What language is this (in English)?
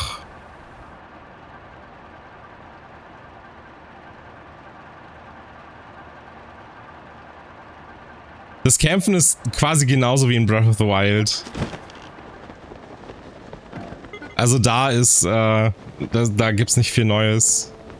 German